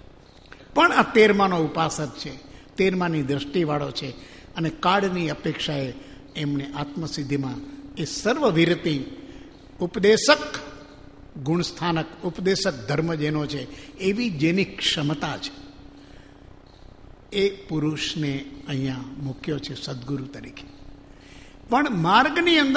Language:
Gujarati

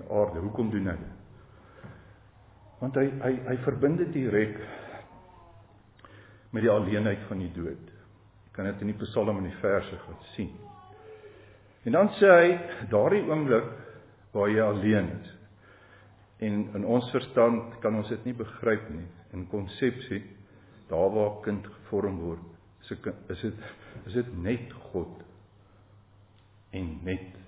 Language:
Afrikaans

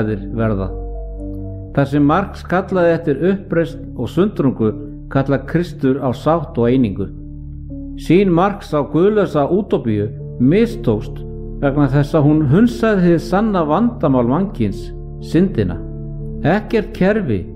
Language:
Icelandic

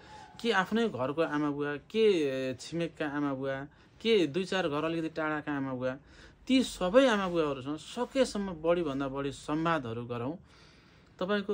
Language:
Nepali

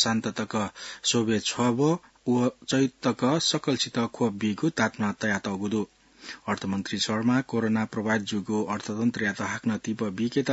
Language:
Newari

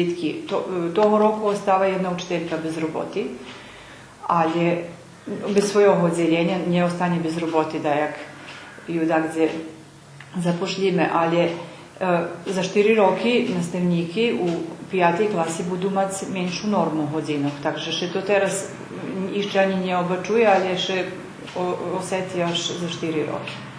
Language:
Rusyn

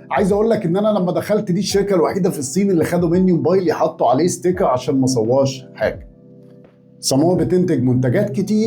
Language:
Egyptian Arabic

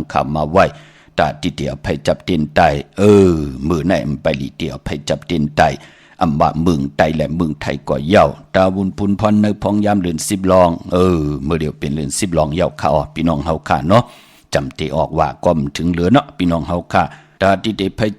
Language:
Shan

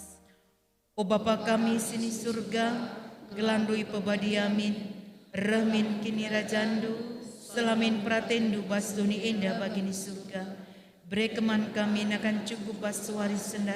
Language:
Batak Karo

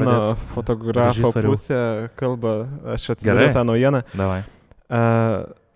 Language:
Lithuanian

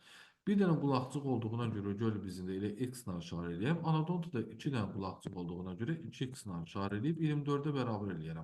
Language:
Azerbaijani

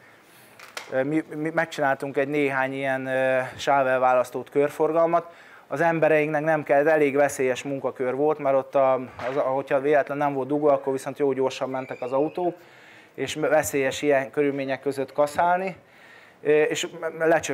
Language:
Hungarian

